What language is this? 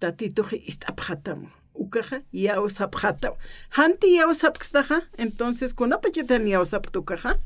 Aymara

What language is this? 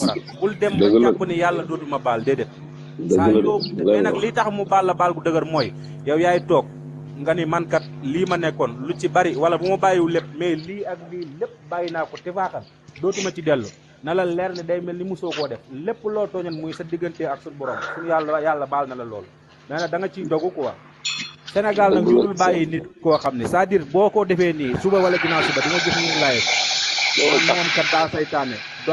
Wolof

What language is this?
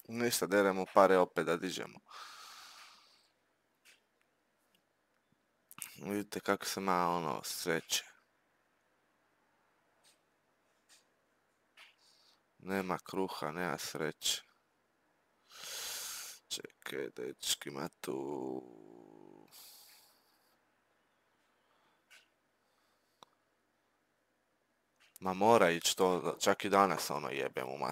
Croatian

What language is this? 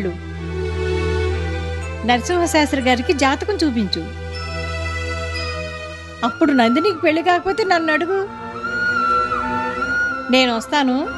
Telugu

